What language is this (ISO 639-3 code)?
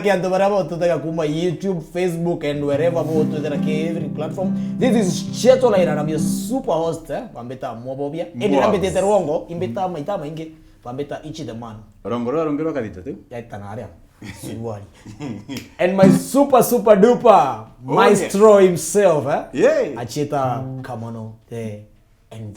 mer